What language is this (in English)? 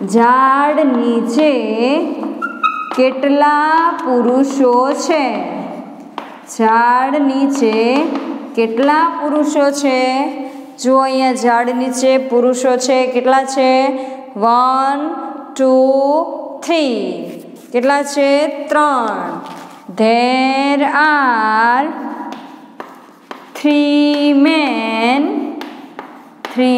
Gujarati